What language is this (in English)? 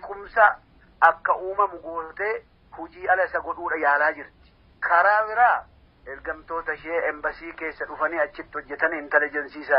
Oromo